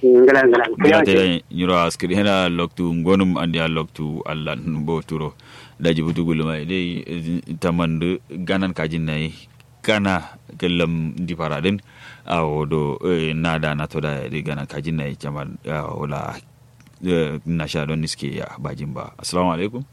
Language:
Kanuri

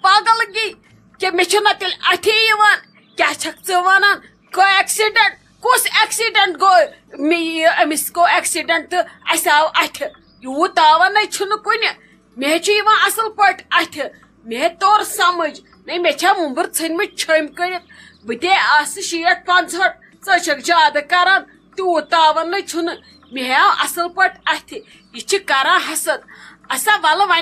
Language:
Kashmiri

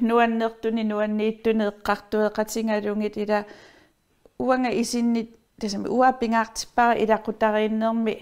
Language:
Kalaallisut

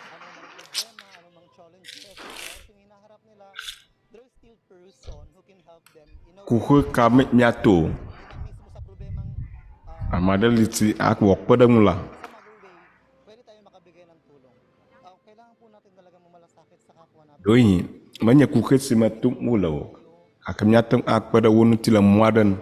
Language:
Ewe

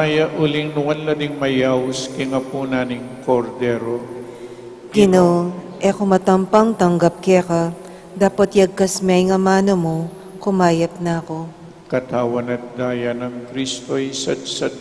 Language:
Pampanga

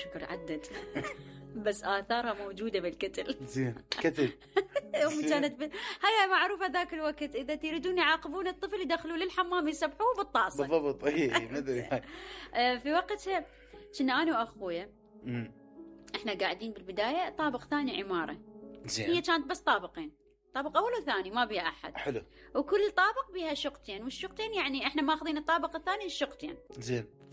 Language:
Mesopotamian Arabic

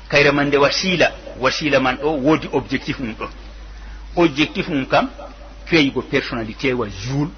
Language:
Fula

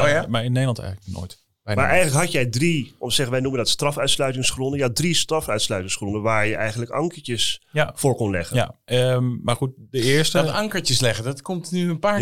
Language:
Dutch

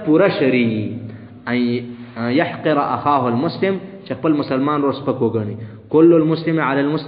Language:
Pashto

